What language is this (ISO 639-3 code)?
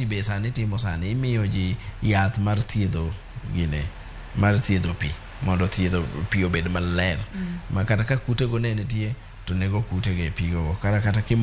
luo